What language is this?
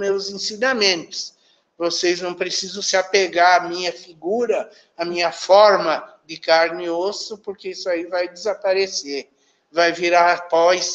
Portuguese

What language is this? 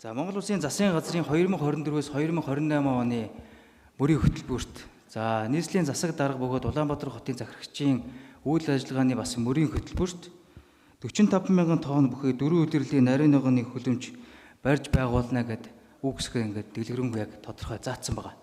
Mongolian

